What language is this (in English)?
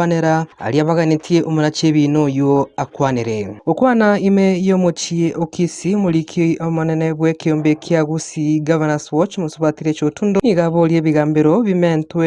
Gusii